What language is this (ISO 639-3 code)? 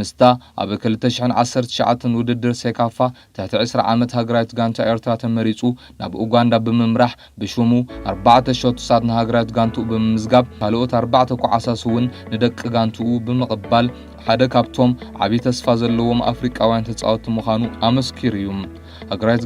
tir